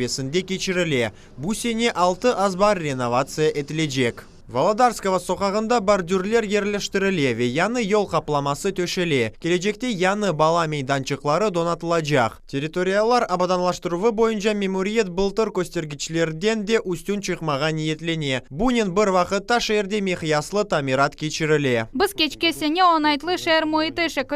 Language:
Crimean Tatar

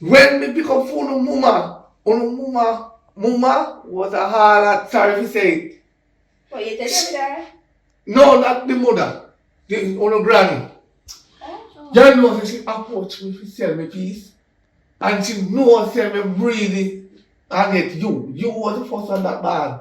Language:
Jamaican Creole English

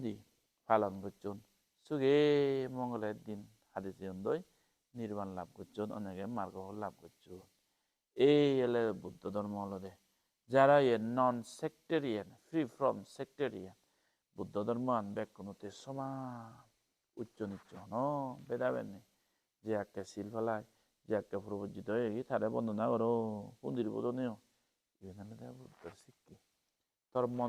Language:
Chakma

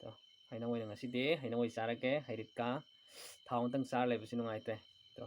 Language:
Manipuri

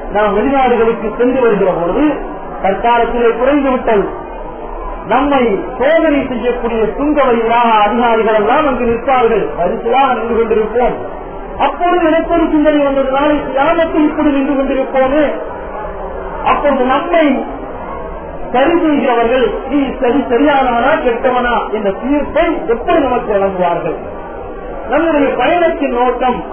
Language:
Tamil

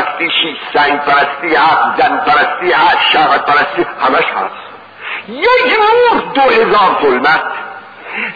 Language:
Persian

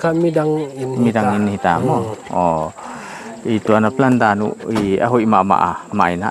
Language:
Paite Chin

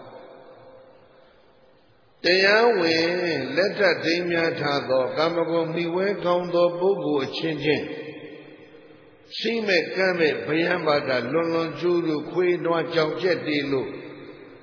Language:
Burmese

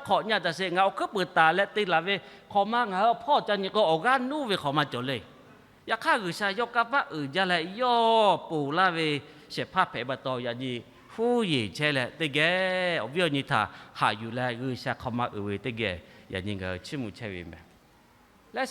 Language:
Lahu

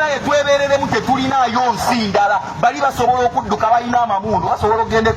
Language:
Ganda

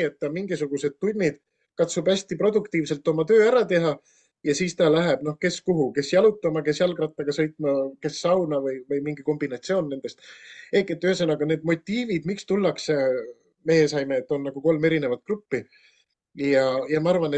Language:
Estonian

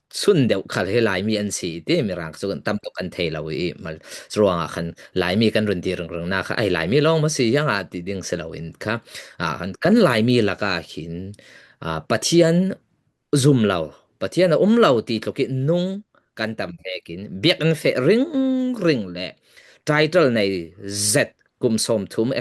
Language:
Falam Chin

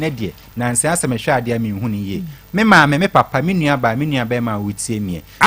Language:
Akan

